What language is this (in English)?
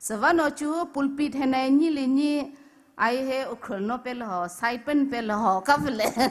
Poumei Naga